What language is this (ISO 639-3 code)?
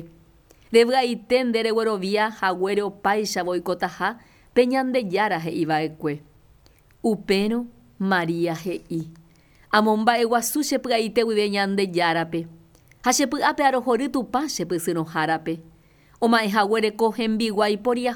grn